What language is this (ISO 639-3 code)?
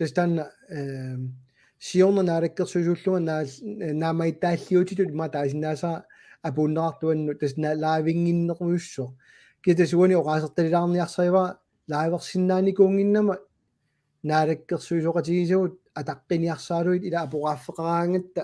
kal